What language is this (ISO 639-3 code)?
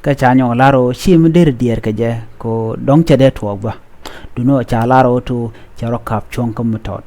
nus